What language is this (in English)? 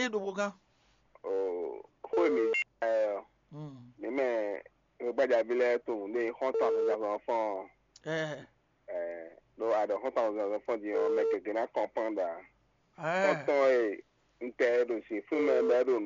Fon